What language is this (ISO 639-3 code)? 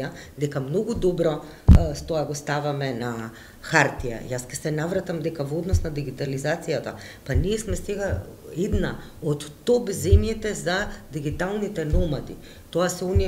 mkd